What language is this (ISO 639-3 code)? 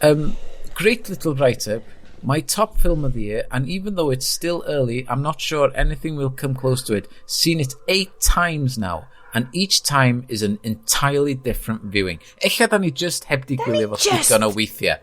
cym